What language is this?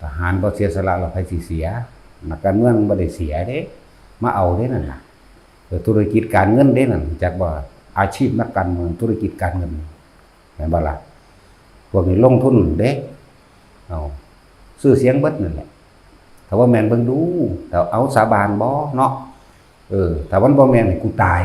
Northeastern Thai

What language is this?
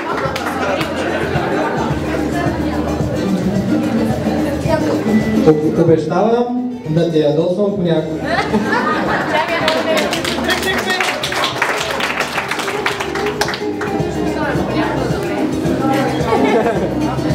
Bulgarian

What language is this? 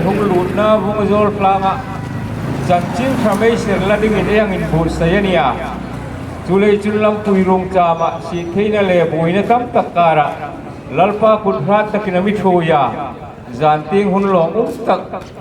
Hmar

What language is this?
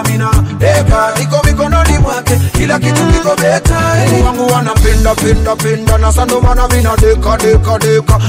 Swahili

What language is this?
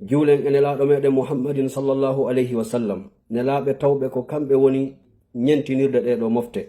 Fula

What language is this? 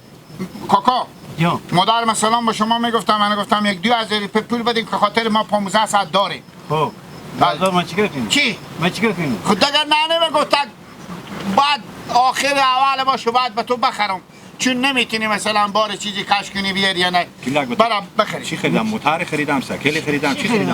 Hazaragi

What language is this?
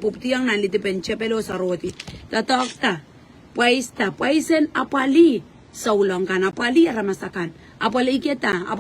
Pohnpeian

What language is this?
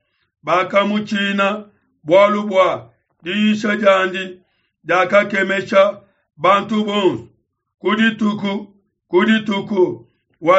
Luba-Lulua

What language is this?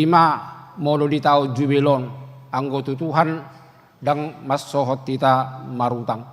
Batak Toba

